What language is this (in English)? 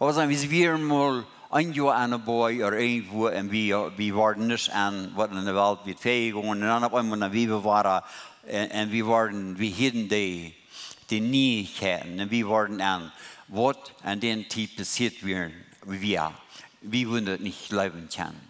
Plautdietsch